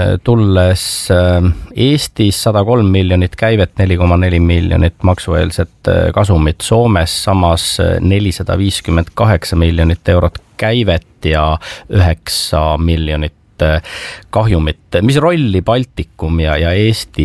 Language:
Estonian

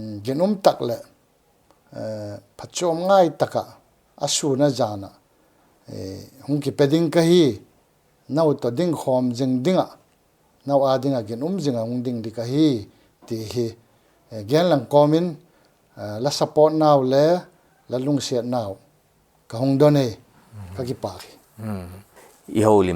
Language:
Paite Chin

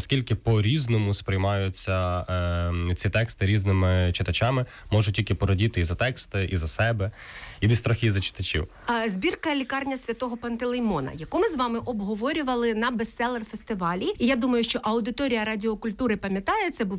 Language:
Ukrainian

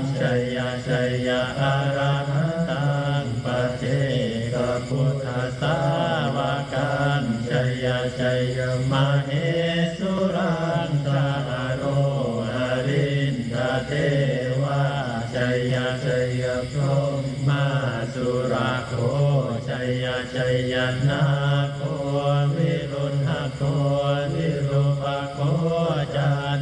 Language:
Pali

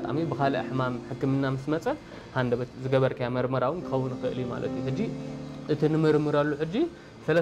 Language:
Tigrinya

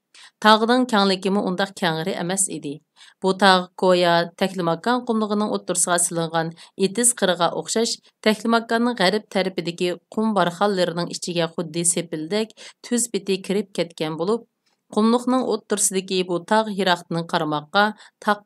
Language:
Uyghur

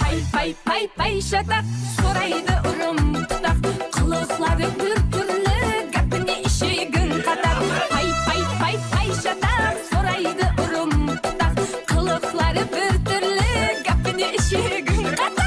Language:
Kara-Kalpak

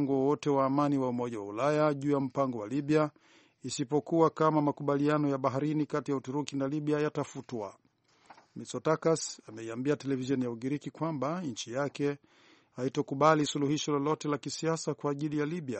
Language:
Swahili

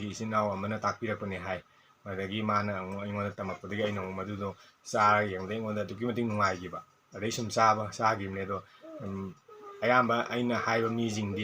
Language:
Manipuri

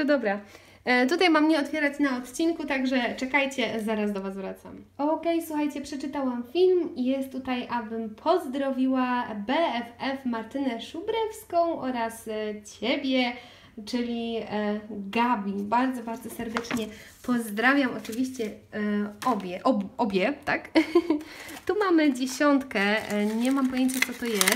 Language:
Polish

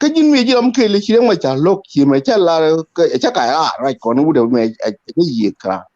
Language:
Nuer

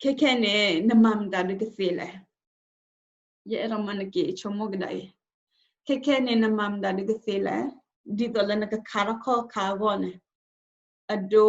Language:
S'gaw Karen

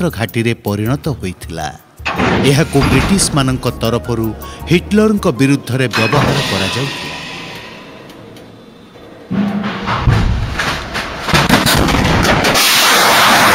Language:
Odia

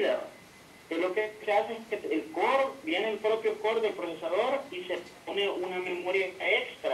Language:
Spanish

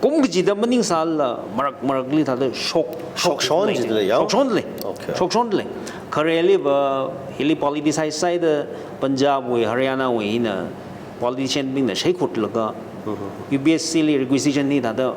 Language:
Tangkhul Naga (India)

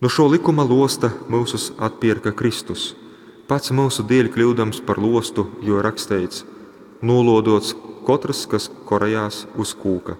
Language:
Latgalian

